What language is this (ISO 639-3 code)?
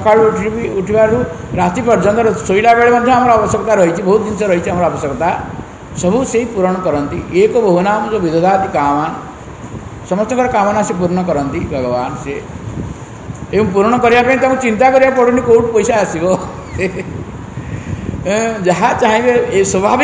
ori